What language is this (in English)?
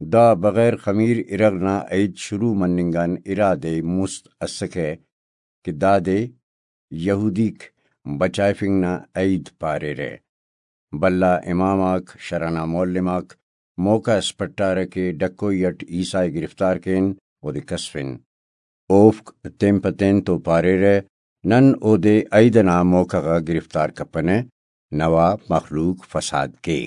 Brahui